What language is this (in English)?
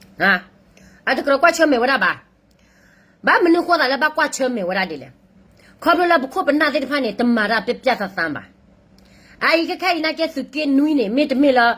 S'gaw Karen